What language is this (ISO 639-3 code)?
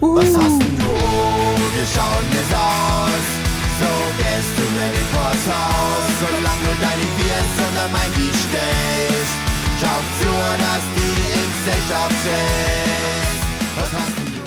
bar